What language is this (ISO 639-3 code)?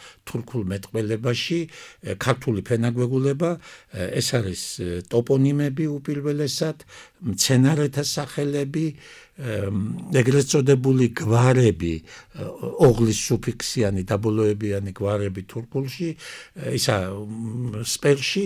kat